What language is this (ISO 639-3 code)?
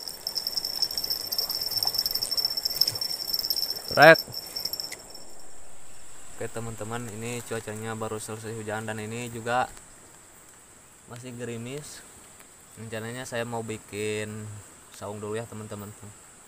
ind